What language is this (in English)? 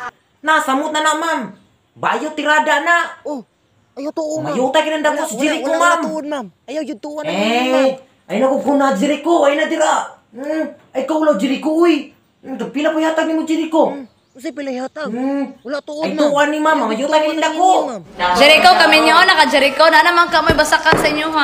Cebuano